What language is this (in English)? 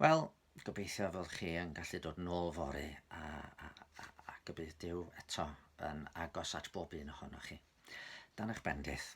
Welsh